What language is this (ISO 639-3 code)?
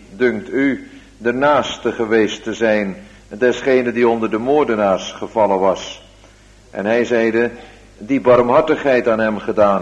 nld